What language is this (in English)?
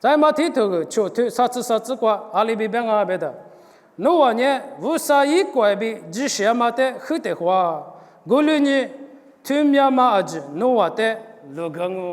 Lisu